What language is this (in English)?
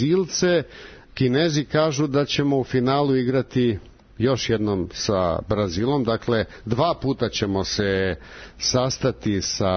Serbian